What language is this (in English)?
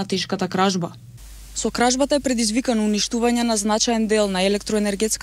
Macedonian